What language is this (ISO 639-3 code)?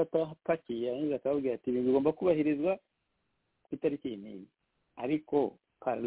kin